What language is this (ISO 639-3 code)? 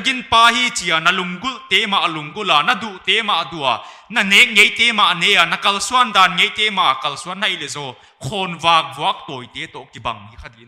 pck